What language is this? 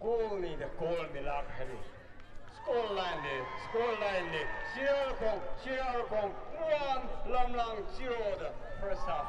Tangkhul Naga (India)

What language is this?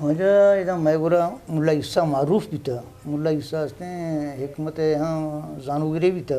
Eastern Balochi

